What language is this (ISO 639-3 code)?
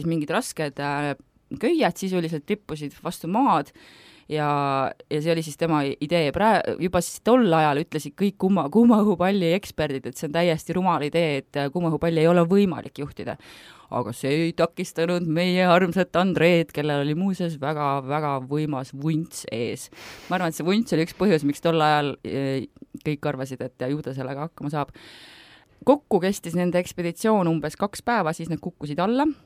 est